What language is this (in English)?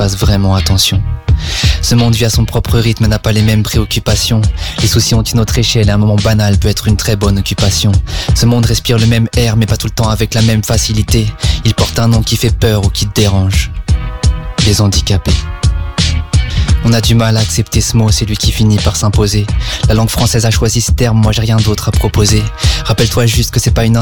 French